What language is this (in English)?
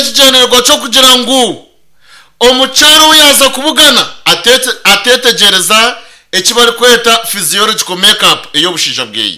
Nyankole